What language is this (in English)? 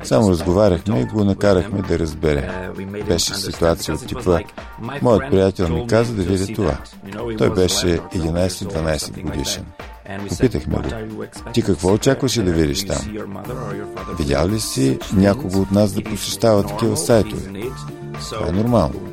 Bulgarian